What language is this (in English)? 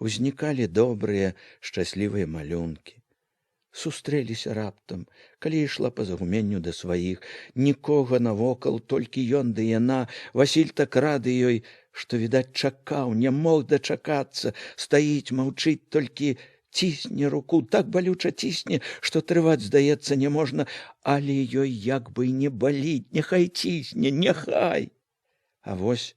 Belarusian